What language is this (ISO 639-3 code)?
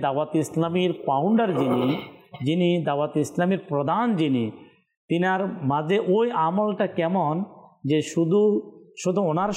ben